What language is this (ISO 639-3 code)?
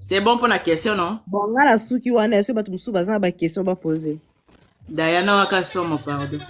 lin